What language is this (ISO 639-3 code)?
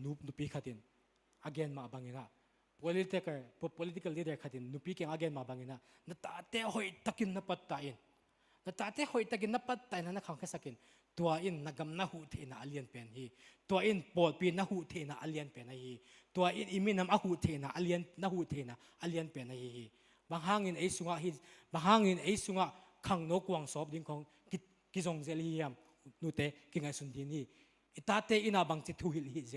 ctd